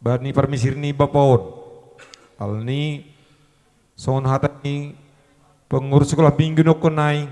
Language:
Batak Simalungun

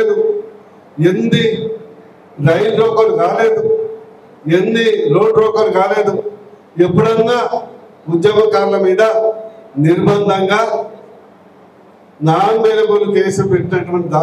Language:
Telugu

